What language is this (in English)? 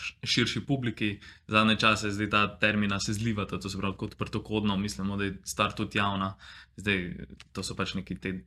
Slovenian